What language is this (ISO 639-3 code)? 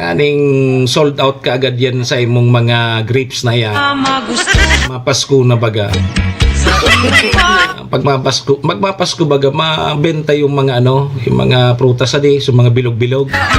bik